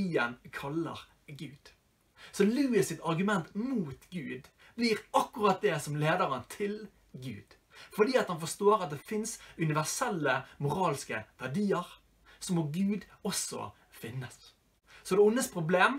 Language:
Norwegian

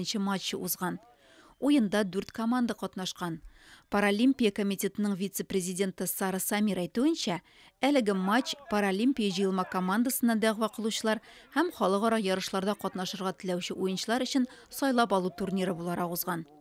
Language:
Tatar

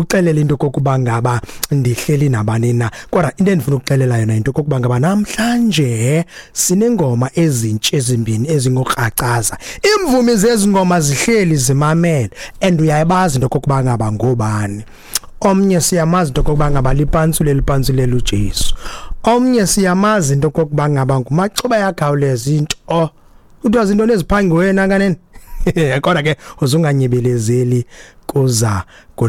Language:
Xhosa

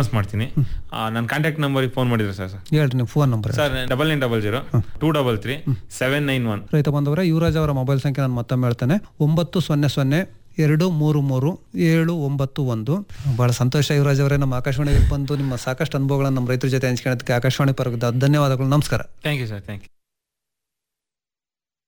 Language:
Kannada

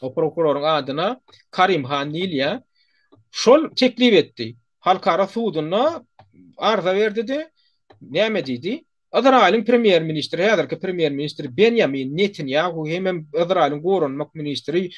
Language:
Turkmen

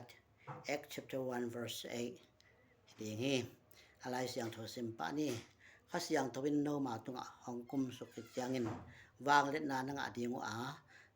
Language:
Tedim Chin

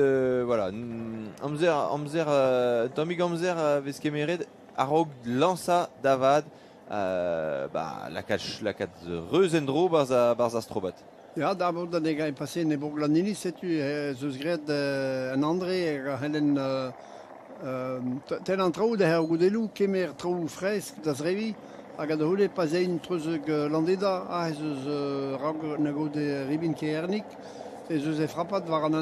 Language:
Breton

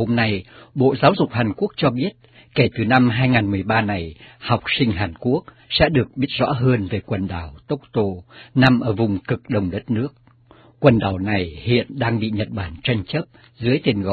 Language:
Vietnamese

